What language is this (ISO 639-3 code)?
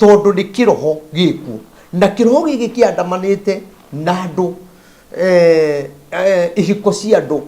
kik